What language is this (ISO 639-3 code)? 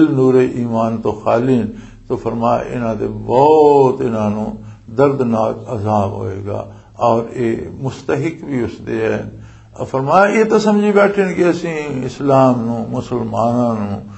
lah